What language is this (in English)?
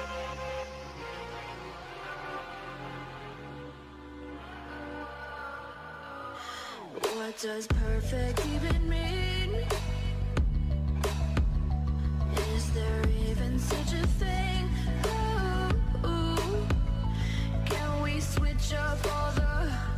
English